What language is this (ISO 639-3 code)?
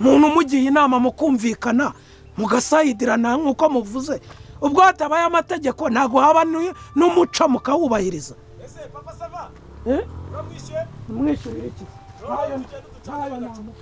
kin